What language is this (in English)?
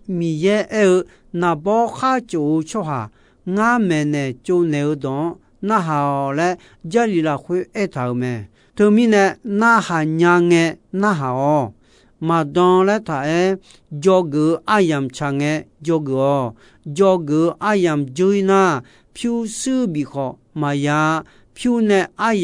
Akha